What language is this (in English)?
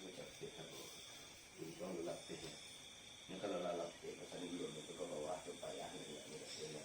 Minangkabau